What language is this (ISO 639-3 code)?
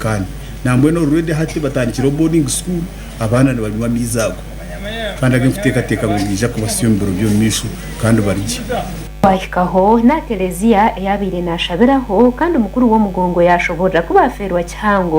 nyn